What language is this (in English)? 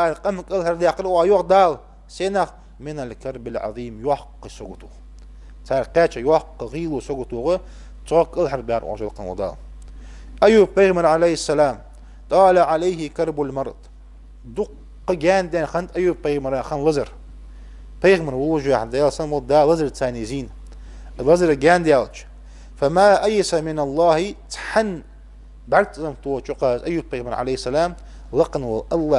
Ingush